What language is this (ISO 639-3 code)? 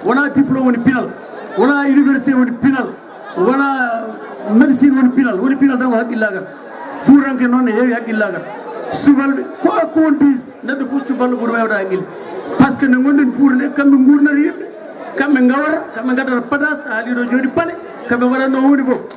ful